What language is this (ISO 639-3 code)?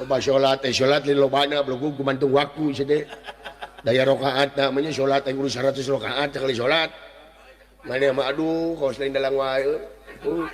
sun